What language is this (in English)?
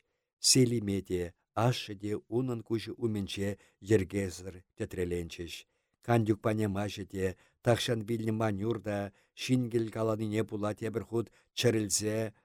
Chuvash